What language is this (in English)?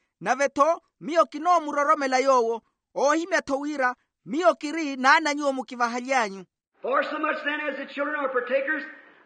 Makhuwa